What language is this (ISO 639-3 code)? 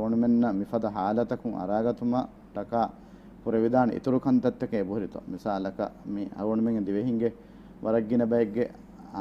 div